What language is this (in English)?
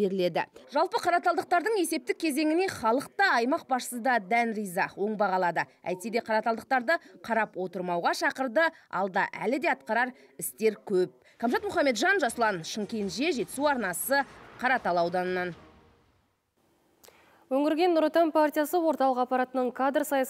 Kazakh